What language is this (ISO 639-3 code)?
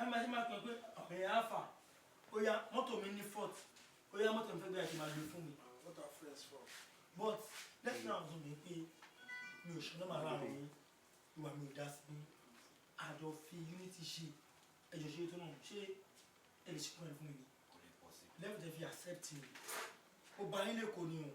yor